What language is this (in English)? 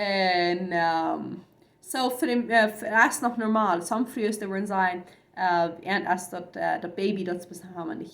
Plautdietsch